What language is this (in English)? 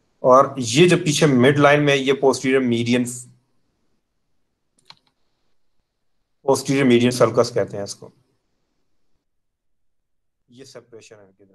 Hindi